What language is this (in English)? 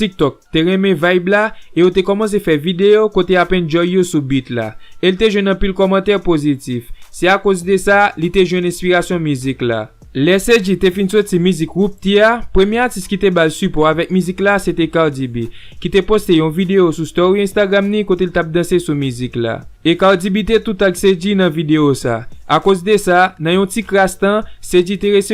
Haitian Creole